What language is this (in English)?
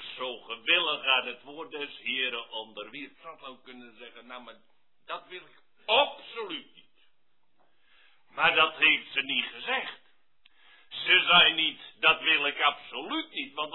Dutch